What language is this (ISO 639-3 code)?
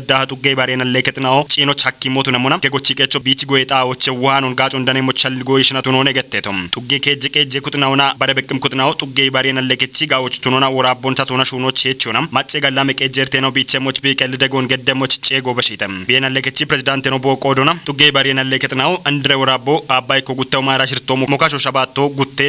kbr